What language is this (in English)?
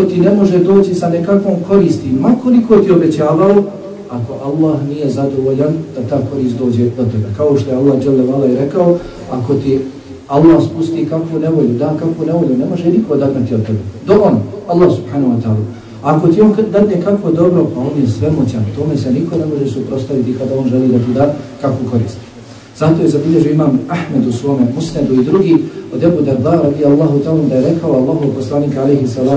Bosnian